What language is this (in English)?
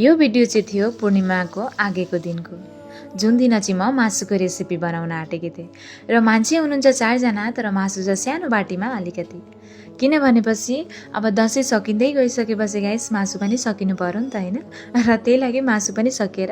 Nepali